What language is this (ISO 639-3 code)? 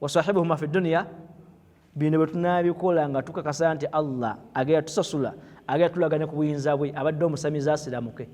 lug